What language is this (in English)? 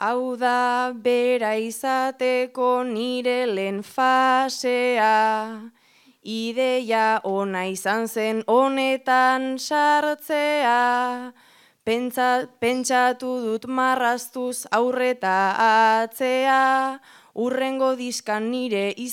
Basque